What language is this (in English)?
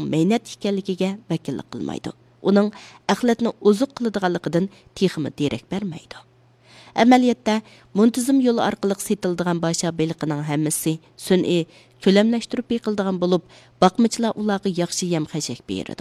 Uyghur